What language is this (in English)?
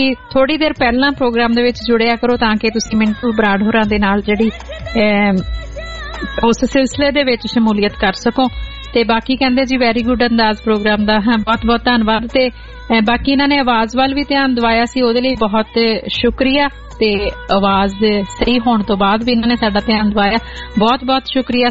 Punjabi